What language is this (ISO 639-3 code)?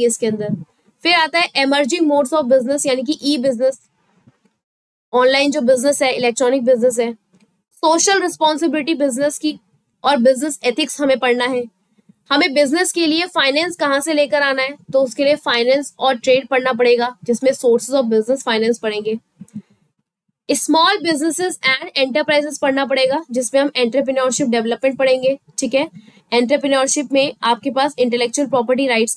hin